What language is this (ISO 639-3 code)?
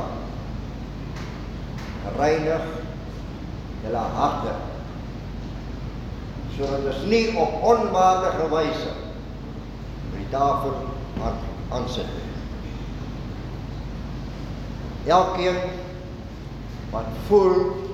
afr